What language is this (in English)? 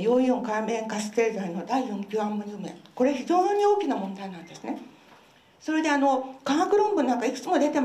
Japanese